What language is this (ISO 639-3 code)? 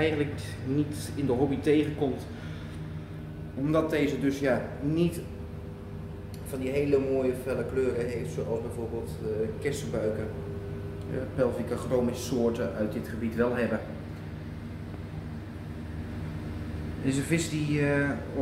nld